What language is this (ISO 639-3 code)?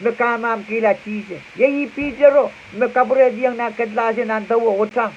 pon